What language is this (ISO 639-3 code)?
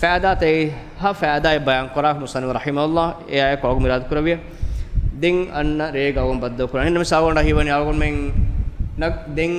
div